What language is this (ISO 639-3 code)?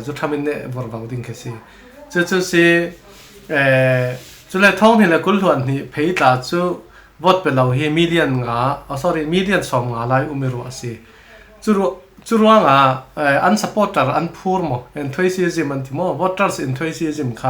cfm